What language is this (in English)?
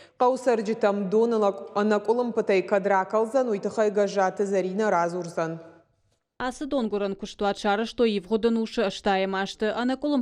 Ossetic